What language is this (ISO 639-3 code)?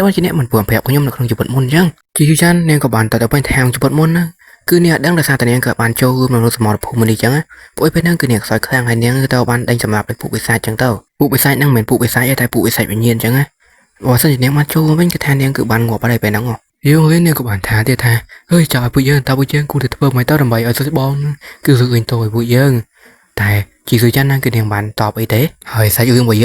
khm